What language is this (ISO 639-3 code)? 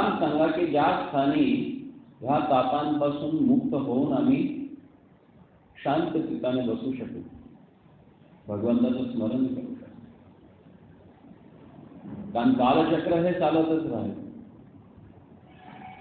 mar